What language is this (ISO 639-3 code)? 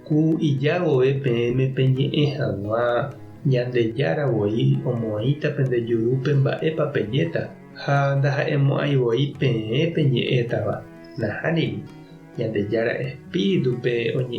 grn